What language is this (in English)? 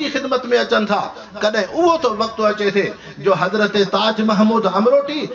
Sindhi